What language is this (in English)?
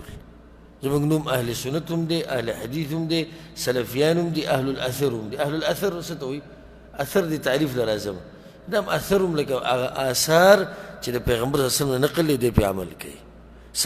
Pashto